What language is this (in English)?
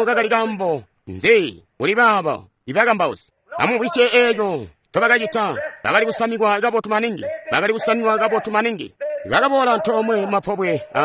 Tonga (Zambia)